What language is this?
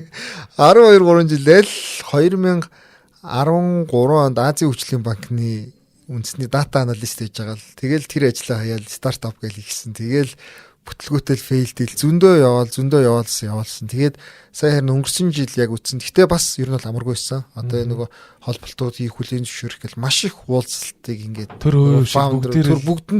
Mongolian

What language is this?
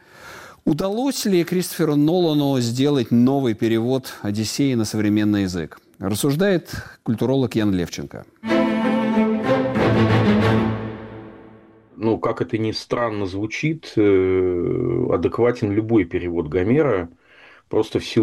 Russian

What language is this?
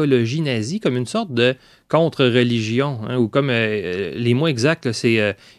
French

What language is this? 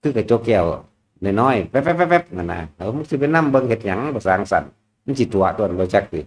Northeastern Thai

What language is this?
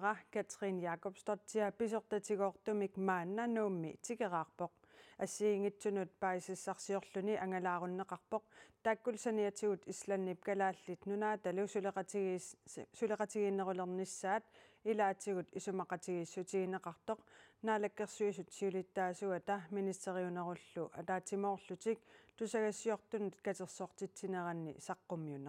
Kalaallisut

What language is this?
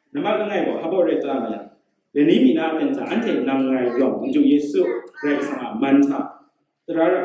Kachin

